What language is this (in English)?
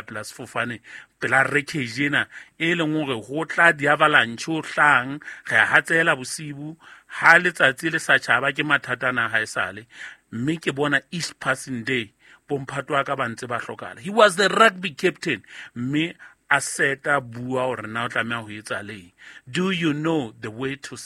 Southern Sotho